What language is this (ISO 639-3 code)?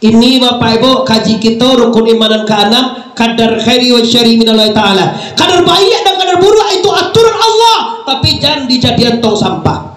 min